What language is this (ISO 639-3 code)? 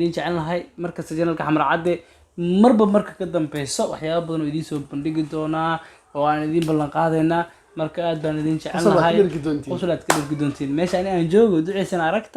som